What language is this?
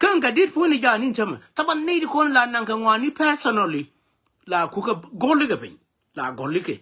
Nuer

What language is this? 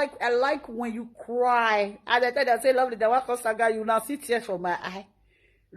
Nigerian Pidgin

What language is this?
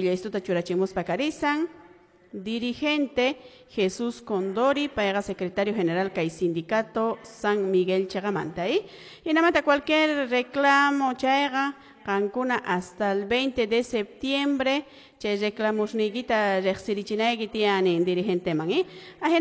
Quechua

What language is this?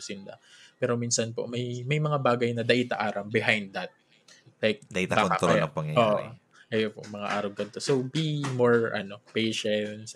Bikol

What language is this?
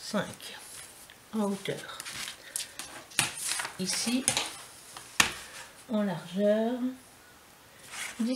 French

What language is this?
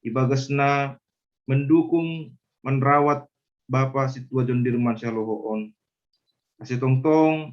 Batak Simalungun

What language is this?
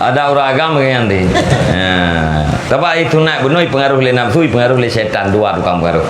Achinese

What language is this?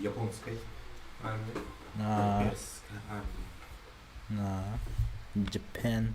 Yakut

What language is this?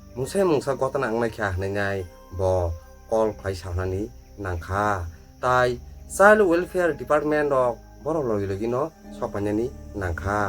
Kok Borok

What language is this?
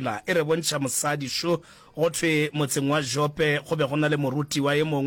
Northern Sotho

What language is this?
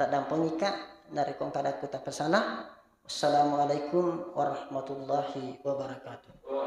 Buginese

